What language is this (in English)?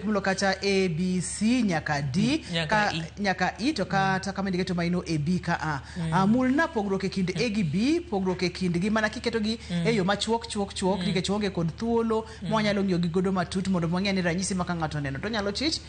Luo (Kenya and Tanzania)